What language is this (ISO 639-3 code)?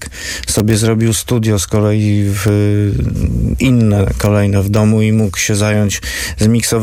pol